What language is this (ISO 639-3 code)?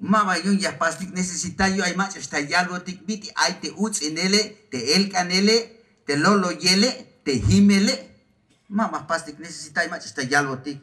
tzh